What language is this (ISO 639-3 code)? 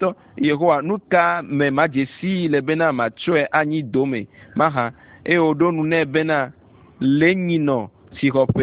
ewe